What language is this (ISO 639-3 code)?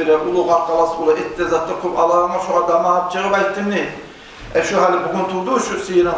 kum